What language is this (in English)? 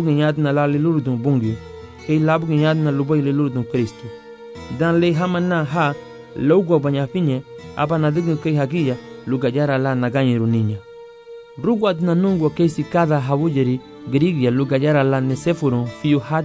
Garifuna